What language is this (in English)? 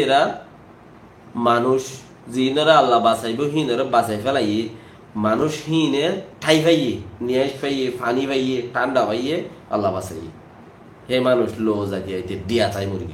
Rohingya